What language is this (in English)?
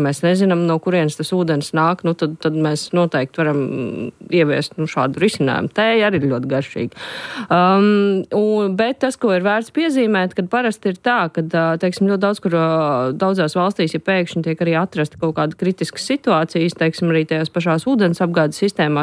Latvian